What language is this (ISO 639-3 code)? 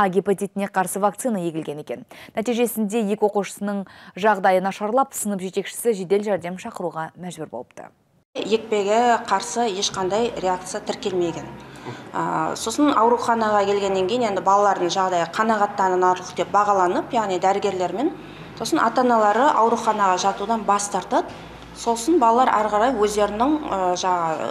kaz